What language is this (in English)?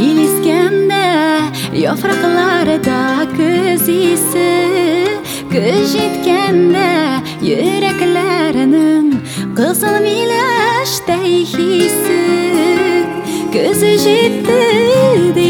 Tatar